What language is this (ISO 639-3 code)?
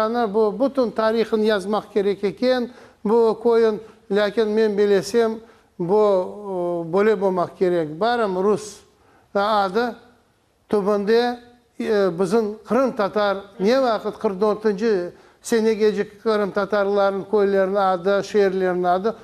crh